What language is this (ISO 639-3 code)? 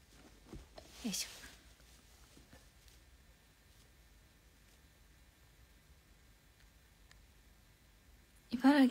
jpn